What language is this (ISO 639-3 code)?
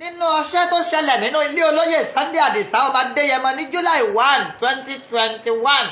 yor